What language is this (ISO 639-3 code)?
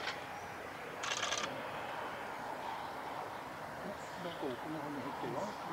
jpn